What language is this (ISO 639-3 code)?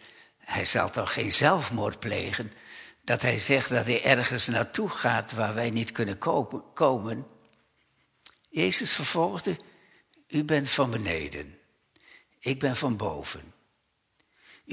nld